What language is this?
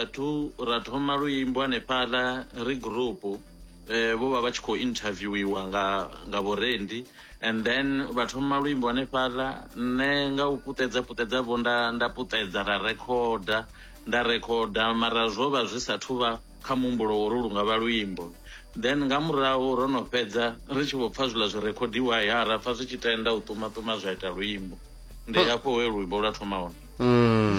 Venda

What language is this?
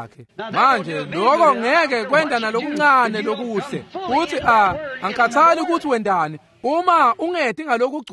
Swati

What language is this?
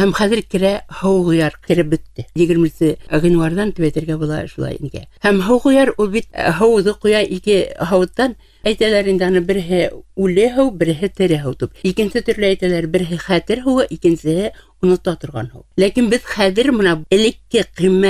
Bashkir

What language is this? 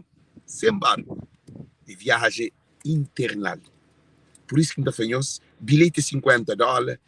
Kabuverdianu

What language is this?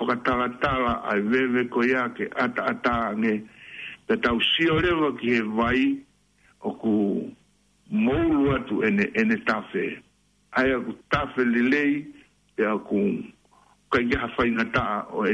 Tongan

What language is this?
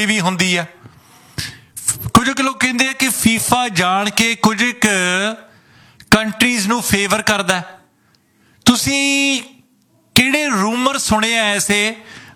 Punjabi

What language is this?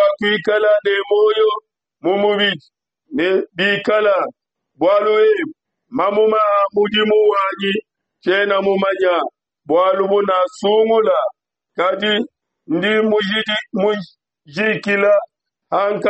Luba-Lulua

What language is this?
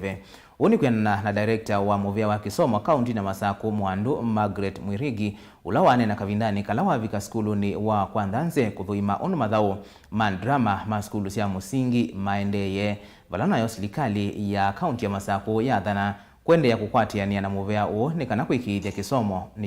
Kamba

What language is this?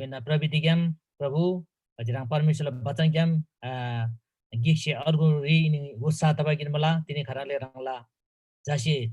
Eastern Tamang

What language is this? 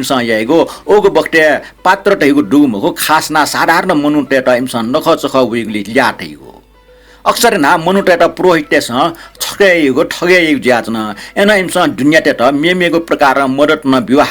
Newari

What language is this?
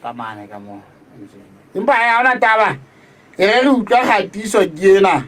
Southern Sotho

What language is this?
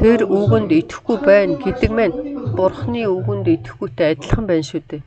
Mongolian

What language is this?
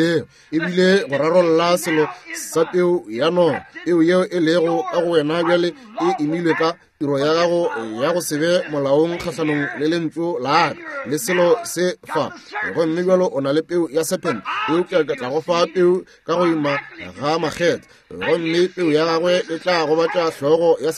Northern Sotho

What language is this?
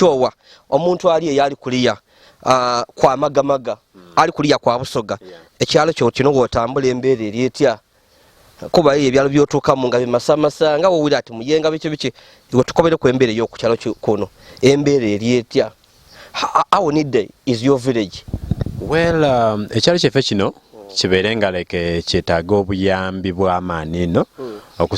Ganda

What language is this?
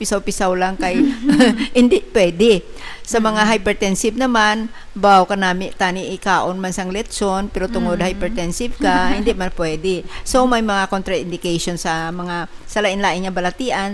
Hiligaynon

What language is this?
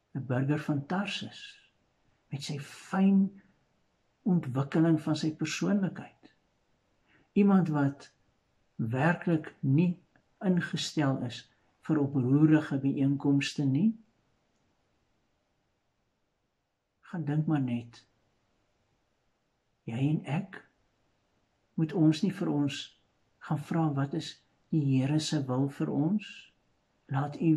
Afrikaans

